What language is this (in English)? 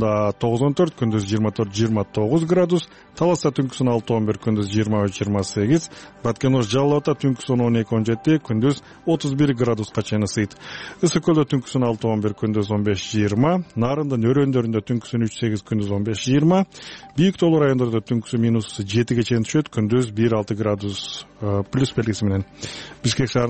Kyrgyz